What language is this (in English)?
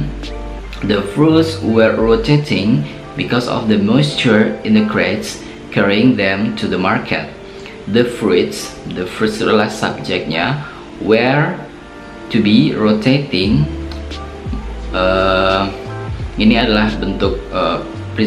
Indonesian